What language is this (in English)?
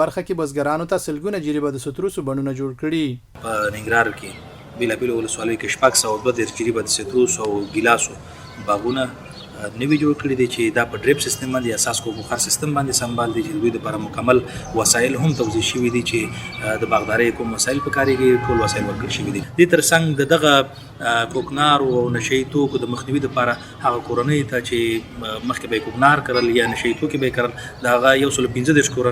Pashto